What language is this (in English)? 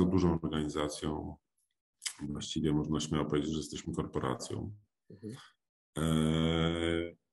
Polish